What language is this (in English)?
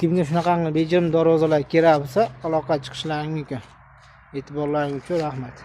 Uzbek